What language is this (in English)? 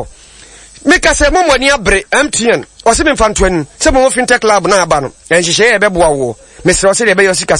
Akan